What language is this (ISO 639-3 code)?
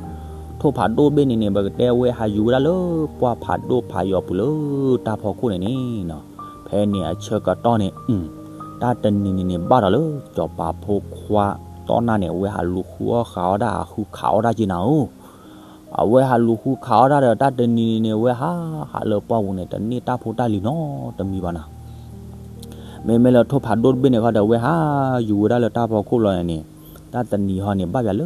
ksw